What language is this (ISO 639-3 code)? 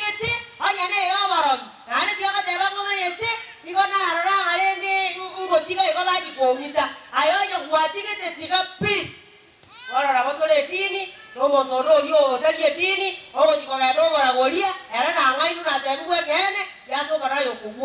guz